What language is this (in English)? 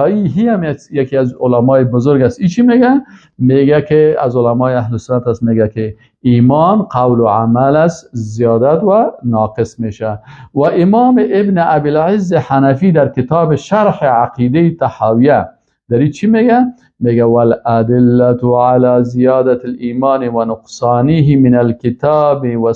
Persian